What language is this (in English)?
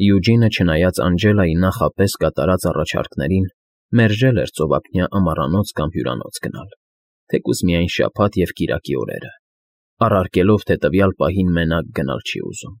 Armenian